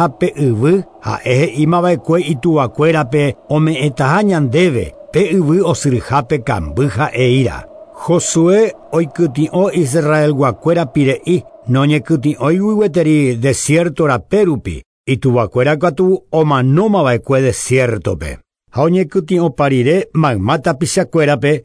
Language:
Guarani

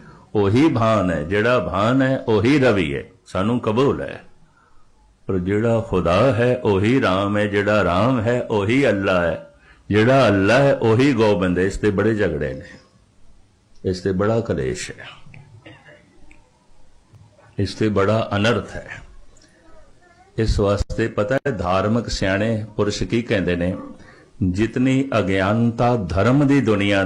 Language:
Punjabi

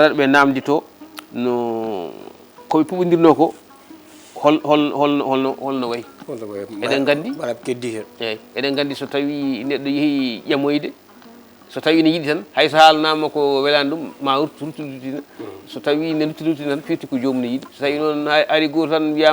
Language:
Fula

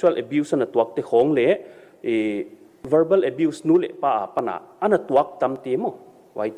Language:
Paite Chin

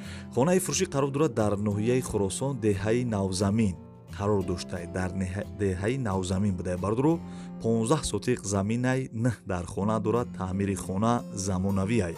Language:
Tajik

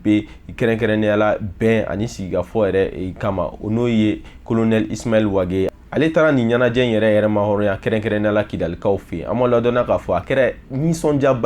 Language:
Bambara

